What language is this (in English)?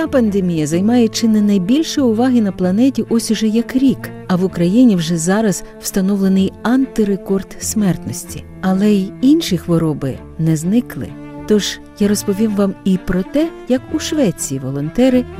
Ukrainian